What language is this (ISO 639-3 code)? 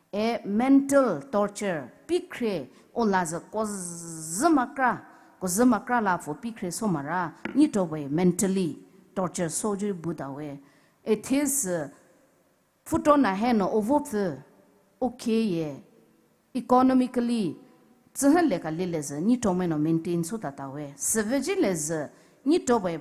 pmx